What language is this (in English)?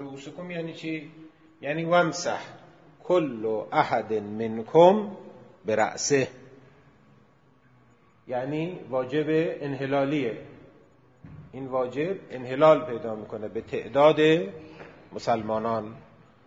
Persian